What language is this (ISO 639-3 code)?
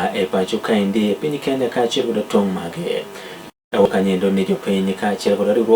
luo